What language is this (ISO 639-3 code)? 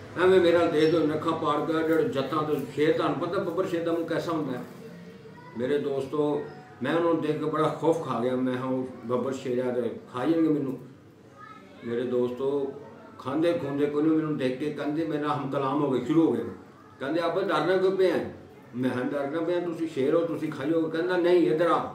pan